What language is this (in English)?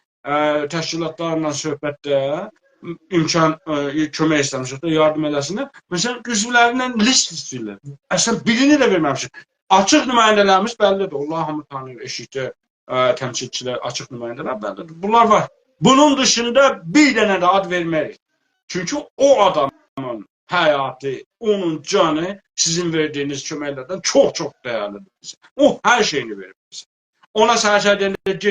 South Azerbaijani